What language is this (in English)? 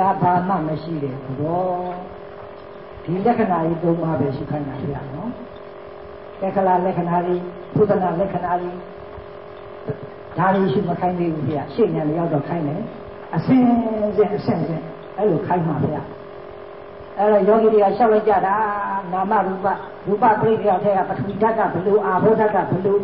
Burmese